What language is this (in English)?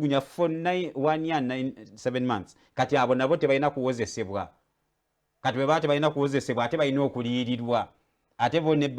Ganda